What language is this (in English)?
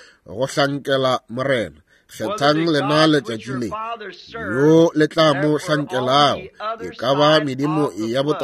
Northern Sotho